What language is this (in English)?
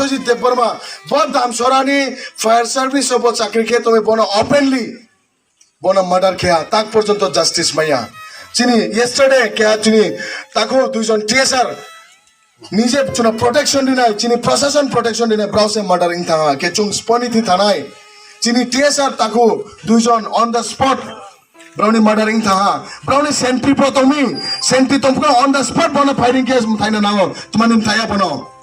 Riang (India)